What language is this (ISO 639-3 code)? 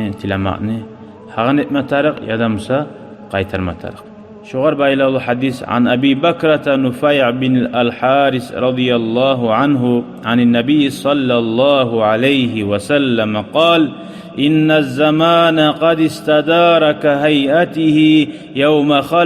kum